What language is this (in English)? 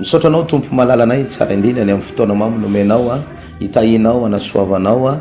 Malagasy